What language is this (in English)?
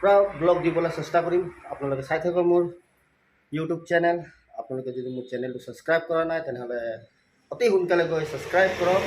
Assamese